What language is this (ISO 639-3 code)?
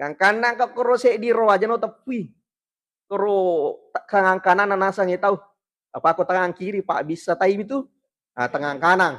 bug